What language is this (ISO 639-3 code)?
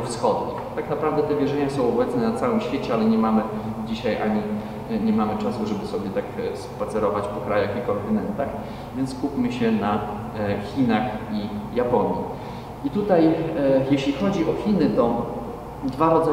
pol